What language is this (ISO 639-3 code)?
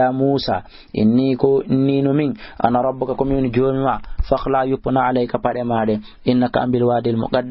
ful